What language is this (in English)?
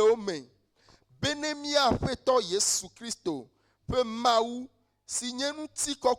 Ewe